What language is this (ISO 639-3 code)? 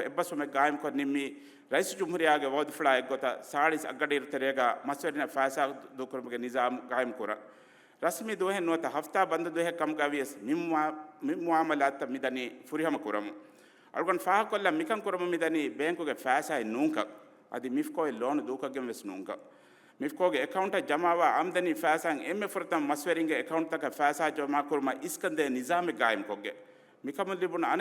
div